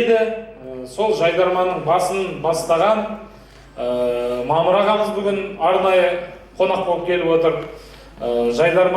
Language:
Kazakh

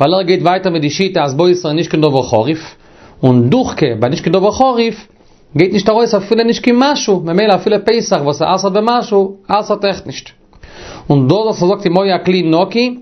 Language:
Yiddish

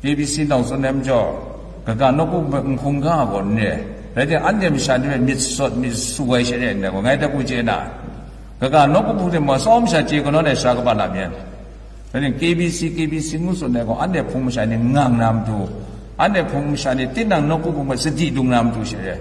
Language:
Kachin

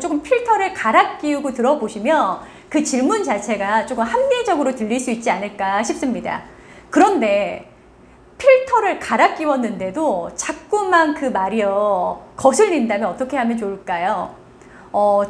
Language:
Korean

